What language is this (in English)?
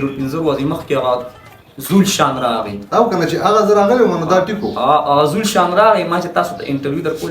Pashto